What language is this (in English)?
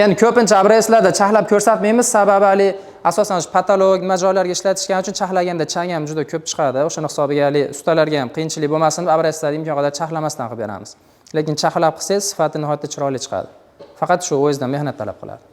Uzbek